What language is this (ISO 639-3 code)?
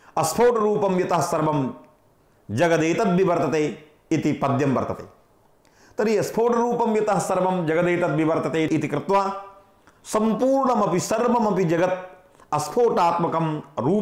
san